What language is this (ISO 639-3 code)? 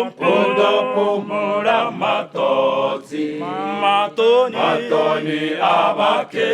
ven